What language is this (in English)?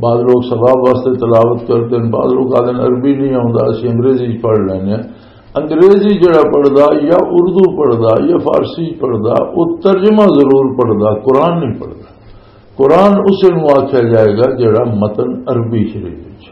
Western Panjabi